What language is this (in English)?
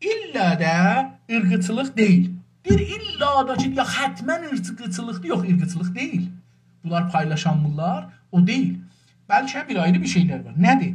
South Azerbaijani